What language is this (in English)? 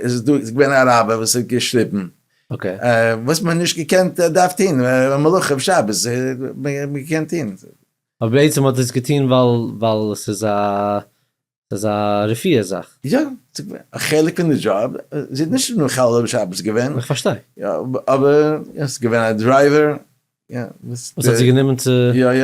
Yiddish